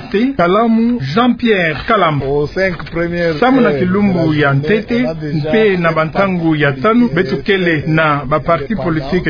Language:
Kituba (Democratic Republic of Congo)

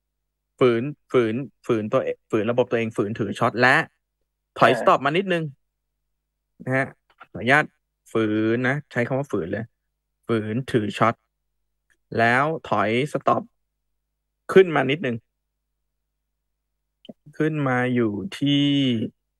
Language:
Thai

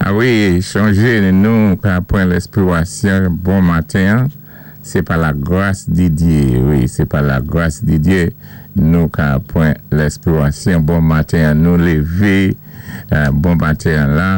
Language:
Saint Lucian Creole French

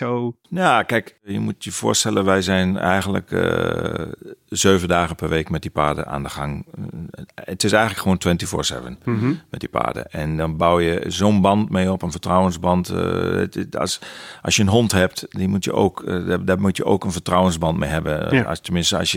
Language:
Dutch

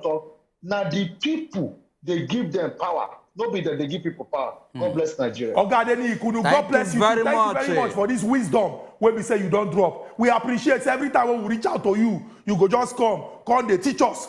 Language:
Nigerian Pidgin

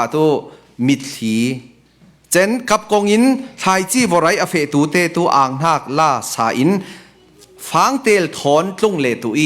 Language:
Falam Chin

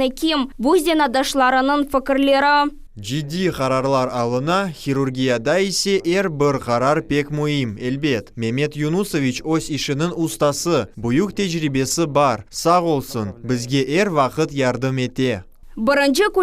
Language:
Crimean Tatar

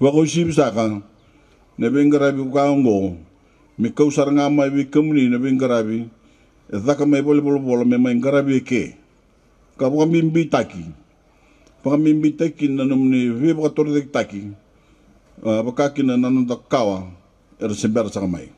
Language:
Fijian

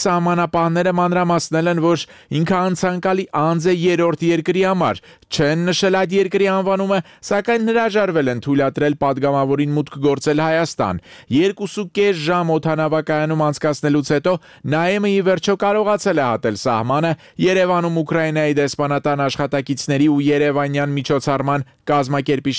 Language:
Armenian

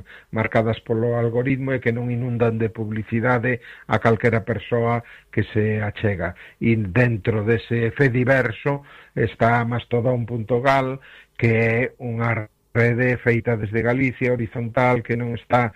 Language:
Galician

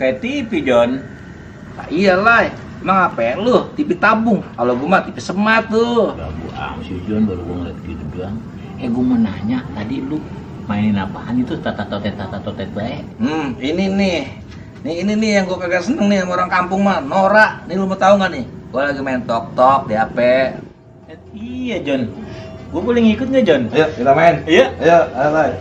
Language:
Betawi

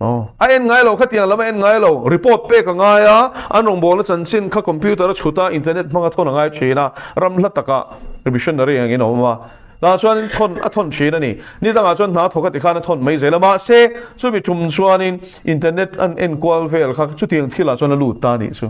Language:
Mizo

